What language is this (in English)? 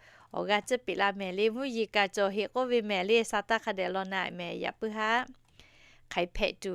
Lahu